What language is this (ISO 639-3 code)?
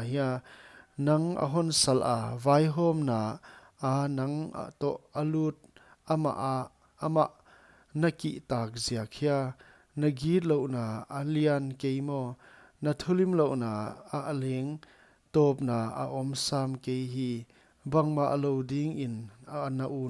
pck